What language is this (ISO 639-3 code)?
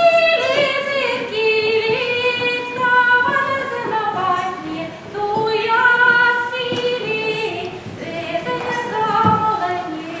chv